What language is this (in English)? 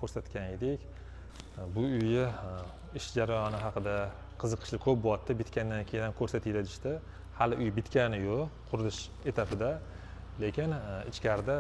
Uzbek